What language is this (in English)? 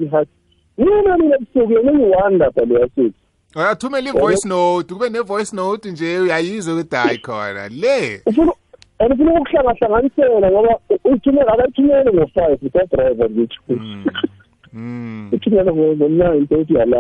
South Ndebele